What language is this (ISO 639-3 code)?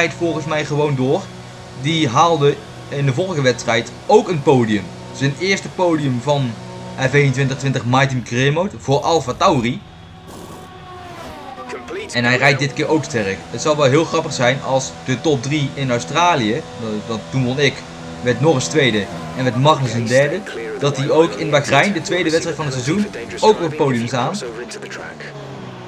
nld